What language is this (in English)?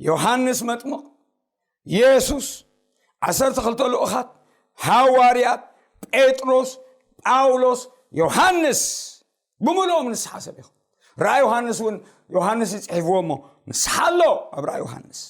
Tigrinya